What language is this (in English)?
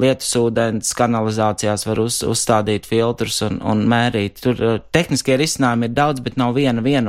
Latvian